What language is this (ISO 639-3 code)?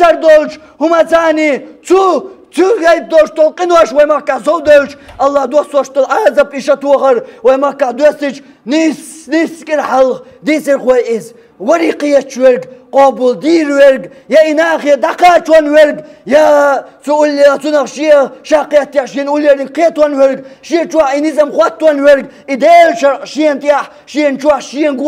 che